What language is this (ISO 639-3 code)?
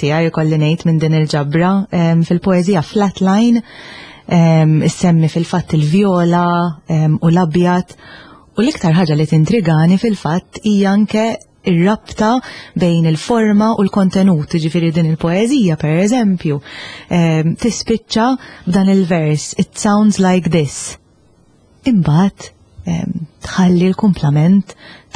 mlt